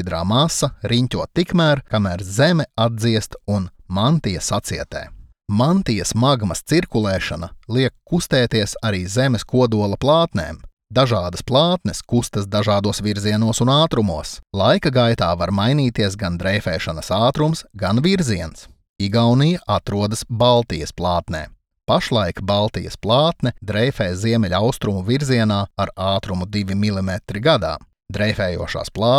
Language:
Latvian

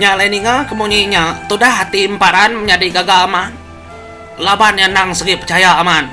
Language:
Iban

